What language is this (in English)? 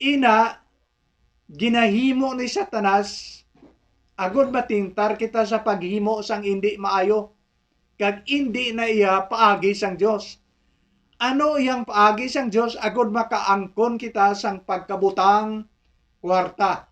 Hiligaynon